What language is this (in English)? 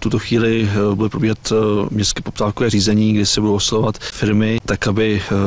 Czech